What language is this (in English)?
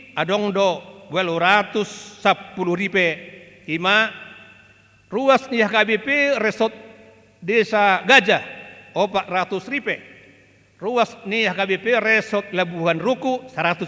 Batak Toba